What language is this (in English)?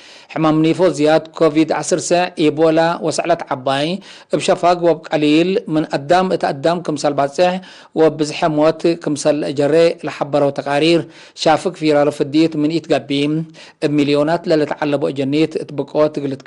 Tigre